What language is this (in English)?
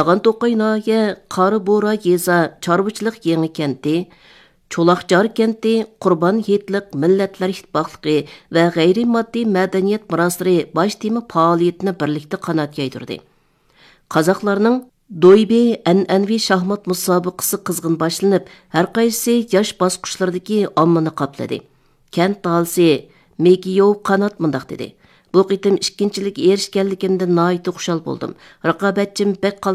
Uyghur